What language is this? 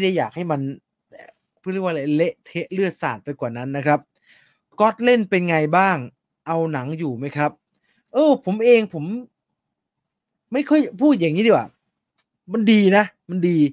Thai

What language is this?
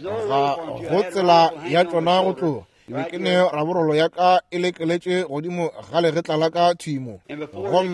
Northern Sotho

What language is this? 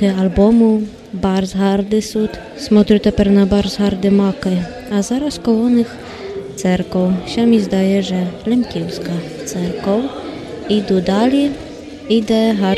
Rusyn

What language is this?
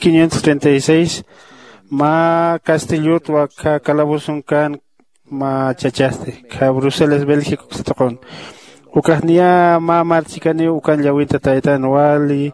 Aymara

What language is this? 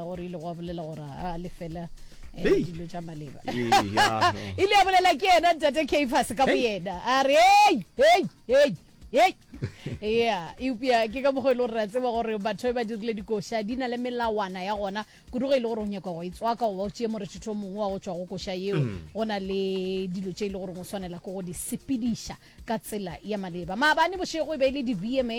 Northern Sotho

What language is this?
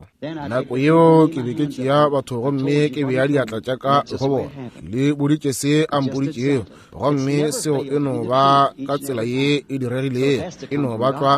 Northern Sotho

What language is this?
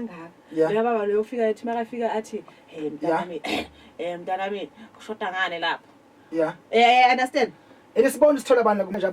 Zulu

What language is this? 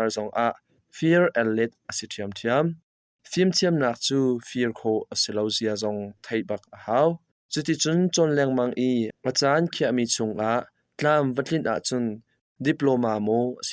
Hakha Chin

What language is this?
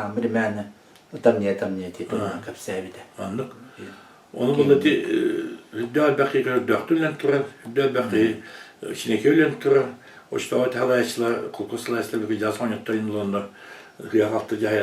Yakut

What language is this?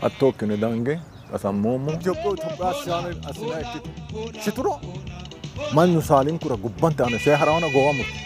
Sidamo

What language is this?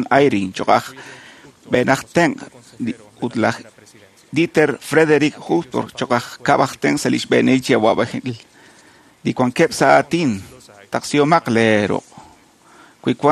Kekchí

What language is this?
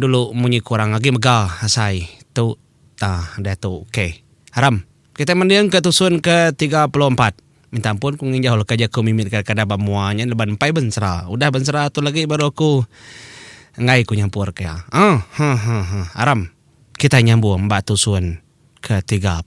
Iban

